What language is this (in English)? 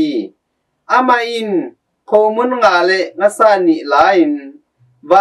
Tedim Chin